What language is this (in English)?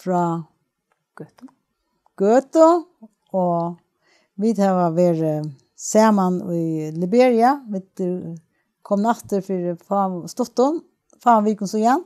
Faroese